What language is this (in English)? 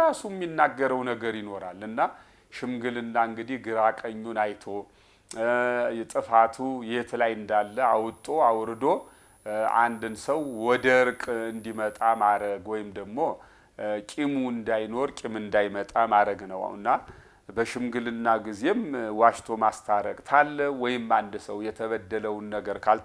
Amharic